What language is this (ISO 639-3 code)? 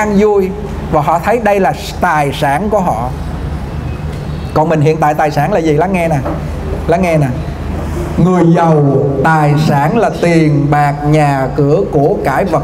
vie